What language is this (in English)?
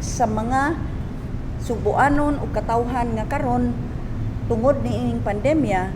Cebuano